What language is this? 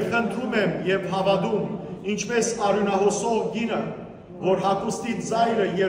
Western Armenian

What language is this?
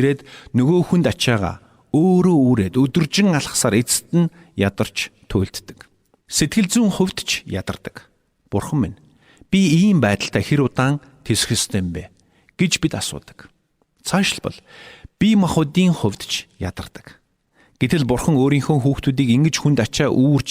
Mongolian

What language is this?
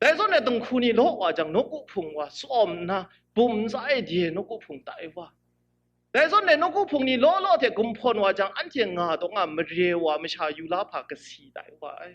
Kachin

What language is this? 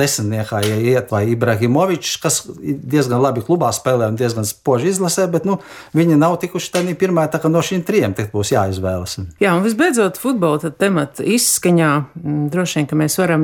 Latvian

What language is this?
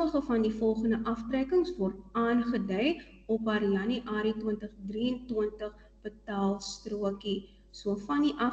Afrikaans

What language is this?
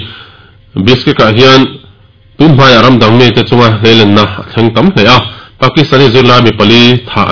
Mizo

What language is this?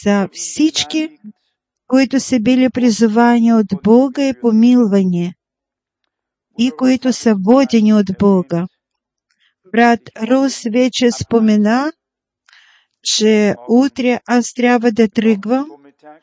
Bulgarian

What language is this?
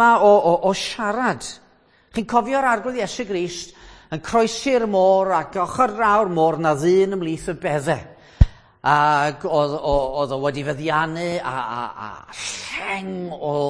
Welsh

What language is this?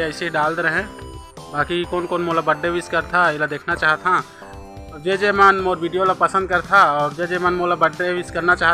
Chhattisgarhi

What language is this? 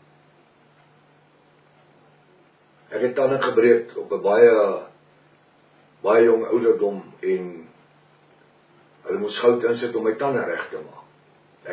Afrikaans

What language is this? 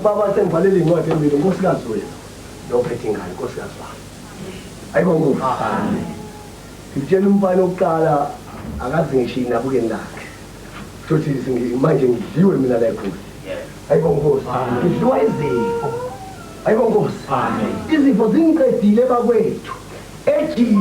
Zulu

